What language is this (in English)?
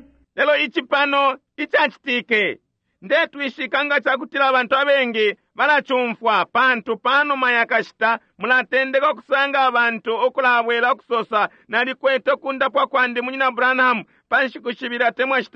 Bemba